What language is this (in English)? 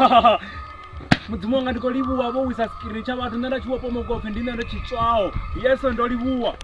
Venda